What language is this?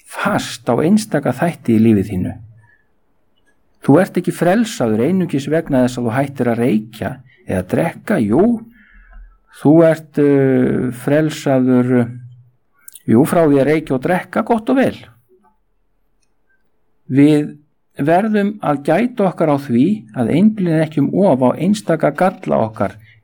Icelandic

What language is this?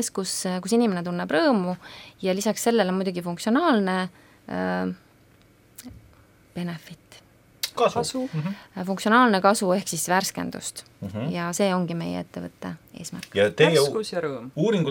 Estonian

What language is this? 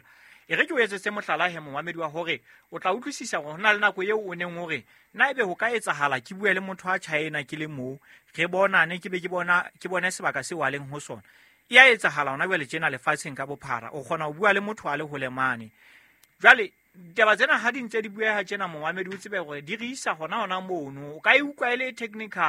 Southern Sotho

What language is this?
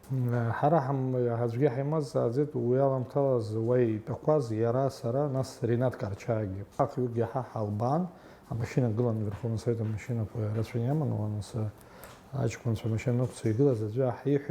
Abkhazian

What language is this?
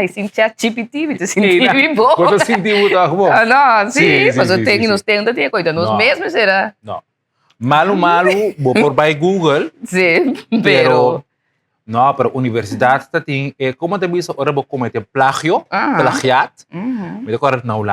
Papiamento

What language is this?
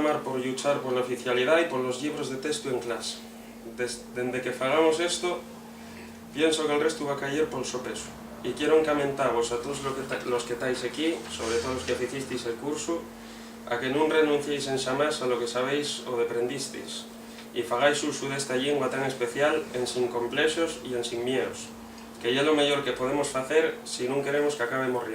Asturian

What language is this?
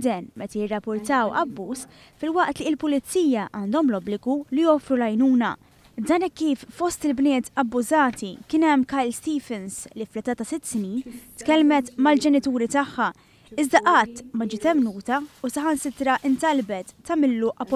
Maltese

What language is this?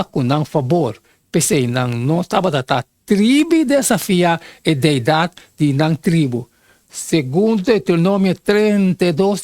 Papiamento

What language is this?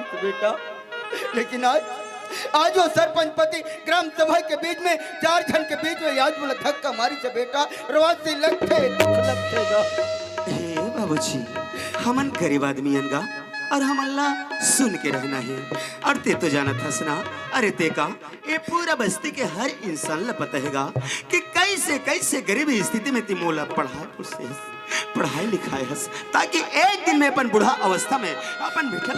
Chhattisgarhi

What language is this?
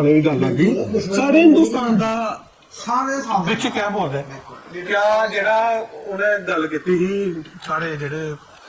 Dogri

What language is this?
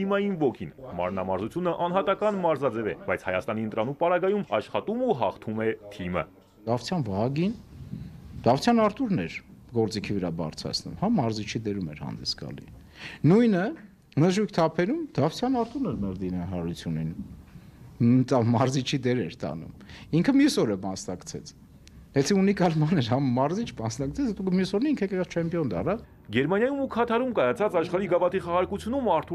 Armenian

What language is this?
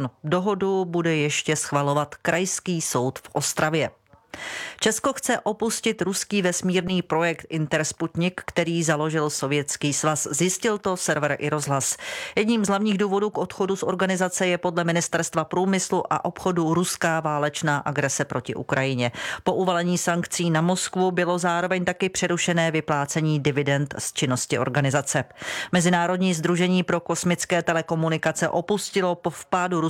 Czech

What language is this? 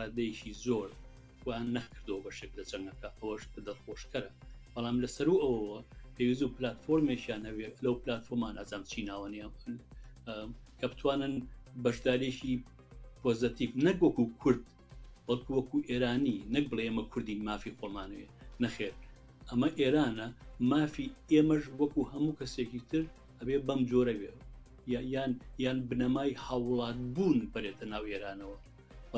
Central Kurdish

